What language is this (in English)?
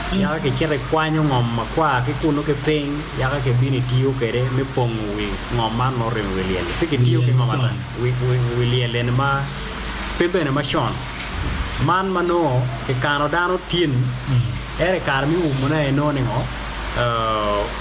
Acoli